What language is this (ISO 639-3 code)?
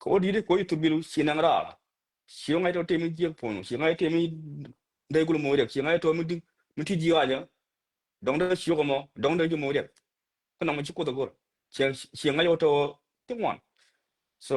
nus